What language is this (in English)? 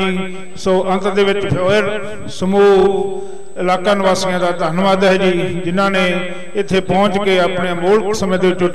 Punjabi